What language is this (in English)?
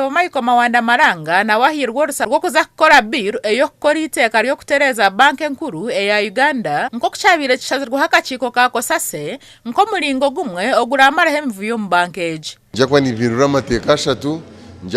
Nyankole